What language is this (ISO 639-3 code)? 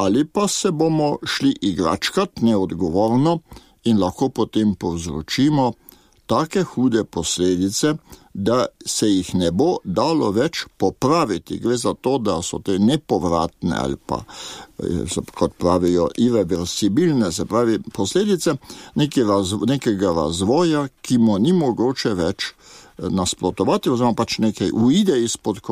slv